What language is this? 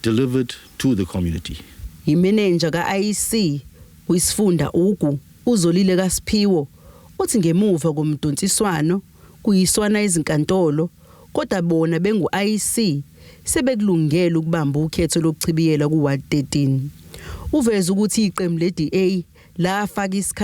Zulu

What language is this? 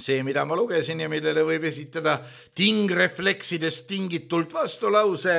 Estonian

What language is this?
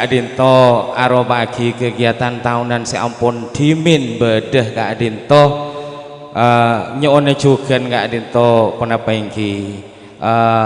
Madurese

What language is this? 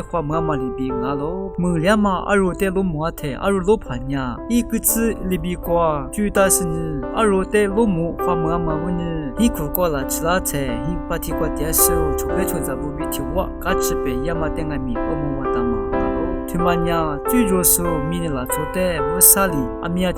Lisu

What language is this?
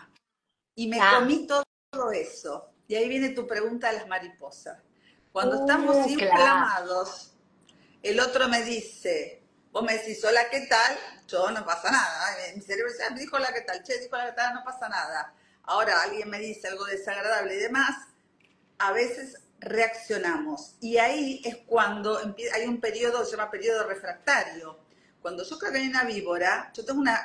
Spanish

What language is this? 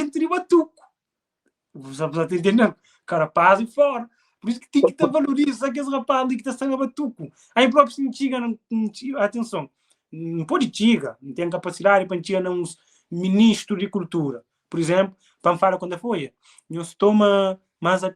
Kabuverdianu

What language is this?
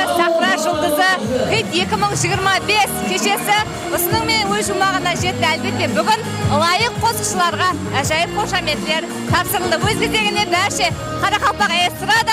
Kara-Kalpak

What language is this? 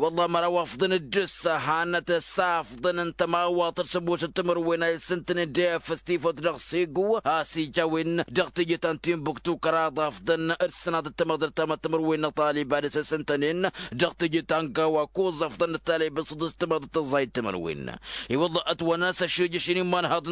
Tamasheq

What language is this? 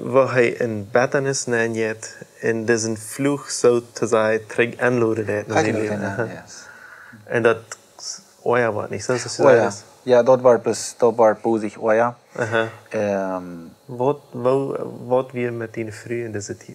Plautdietsch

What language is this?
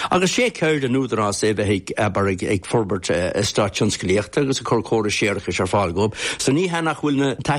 Irish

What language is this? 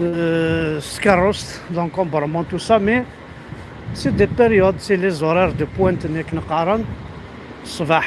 Kabyle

